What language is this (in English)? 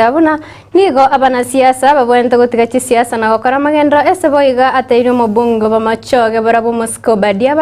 Gusii